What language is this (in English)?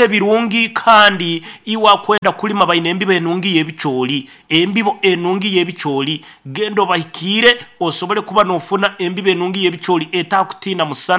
Nyoro